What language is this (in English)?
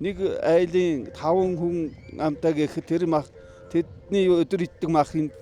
Mongolian